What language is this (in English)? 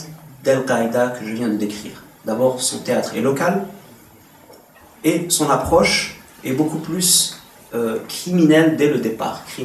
French